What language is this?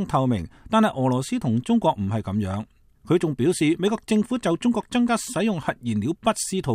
Cantonese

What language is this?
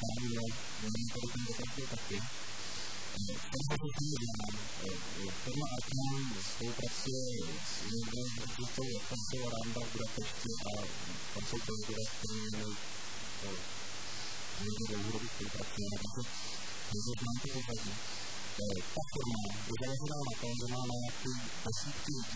Czech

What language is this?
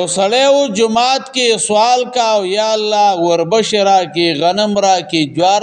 Pashto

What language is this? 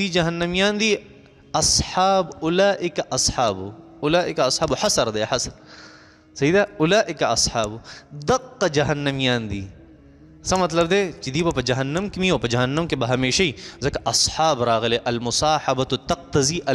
Pashto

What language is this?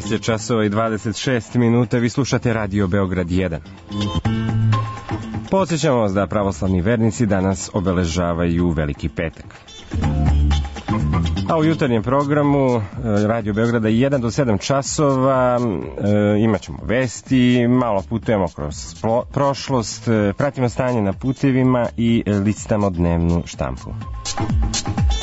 Serbian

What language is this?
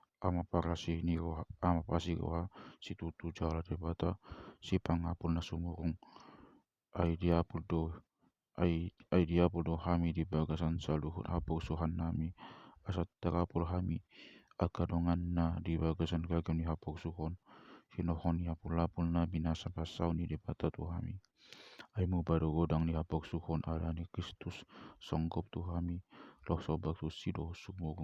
Batak Toba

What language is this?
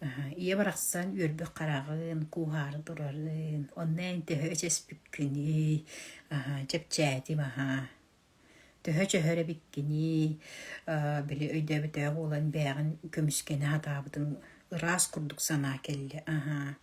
Yakut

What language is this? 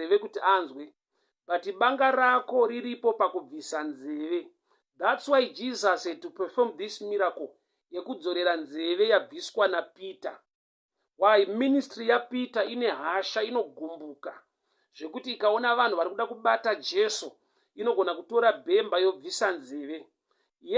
Shona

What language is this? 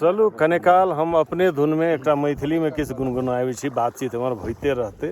Maithili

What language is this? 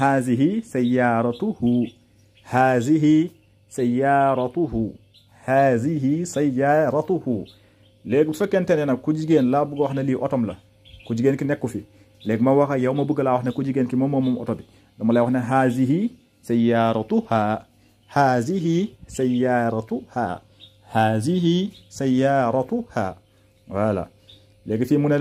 Wolof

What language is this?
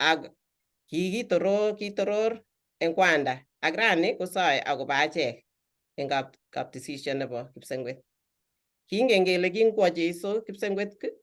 Kalenjin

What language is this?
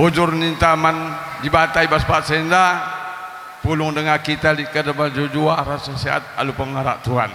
Batak Karo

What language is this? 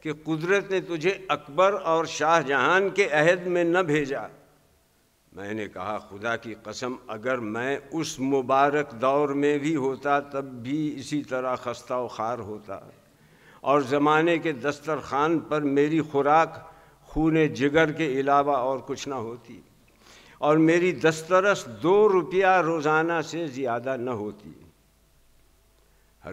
Urdu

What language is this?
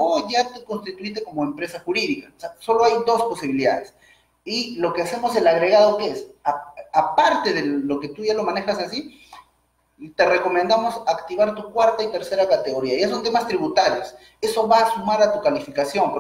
Spanish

